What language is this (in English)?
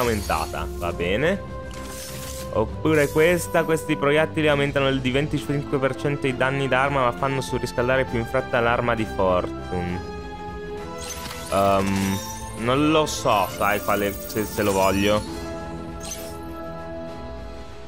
Italian